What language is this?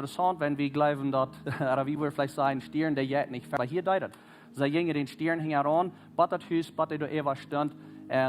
Plautdietsch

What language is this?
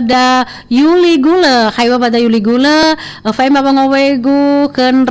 Nias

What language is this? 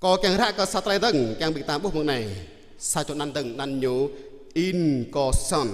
Jarai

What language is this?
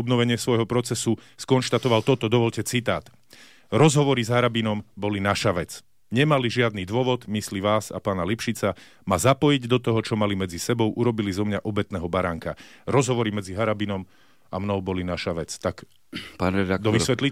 Slovak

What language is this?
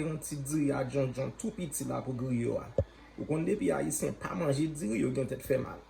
Haitian Creole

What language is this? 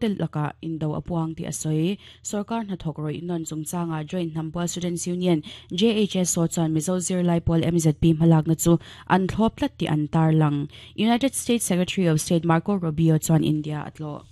Mizo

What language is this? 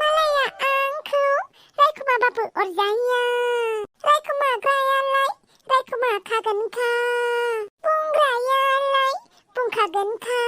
Bodo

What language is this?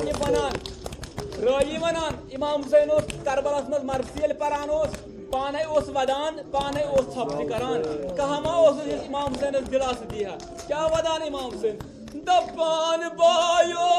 Kashmiri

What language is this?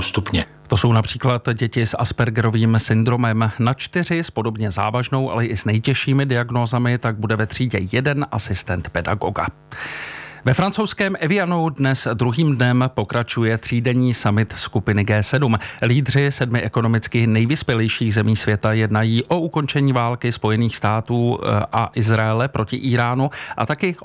Czech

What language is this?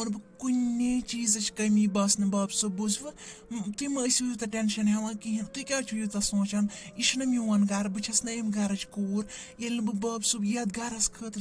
Kashmiri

